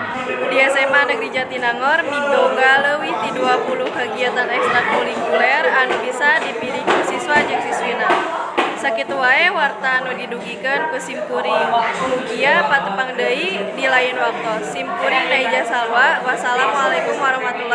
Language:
Sundanese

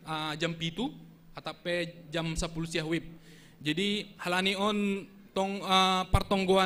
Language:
Batak Simalungun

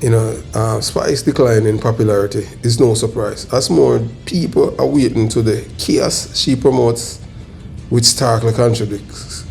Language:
Jamaican Creole English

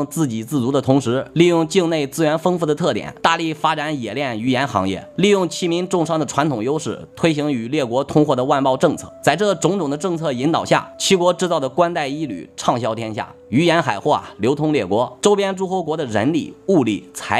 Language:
Chinese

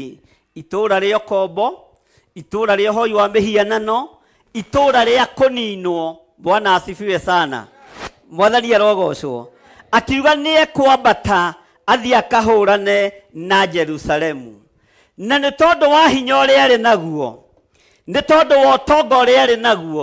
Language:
Kikuyu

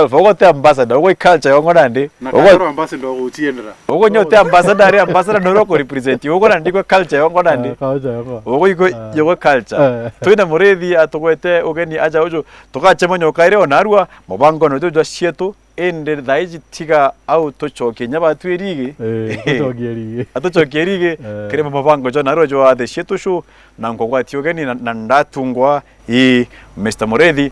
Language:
Meru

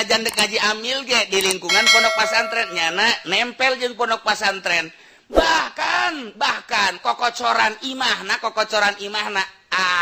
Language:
Sundanese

